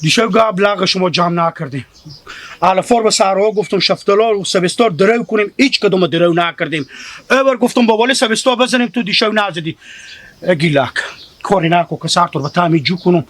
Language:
Hazaragi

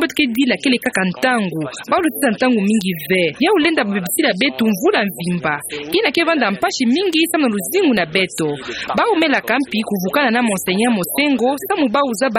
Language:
Kituba (Democratic Republic of Congo)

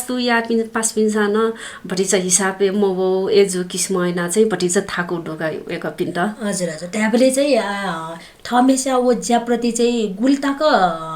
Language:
Newari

